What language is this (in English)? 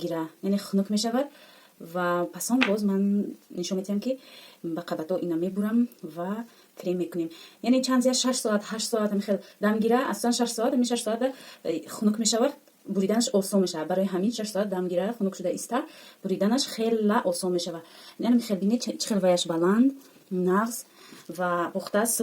Tajik